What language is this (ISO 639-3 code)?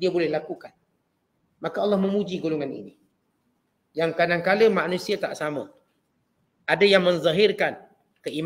msa